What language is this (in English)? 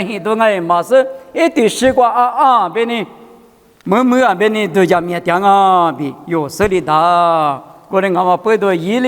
Lisu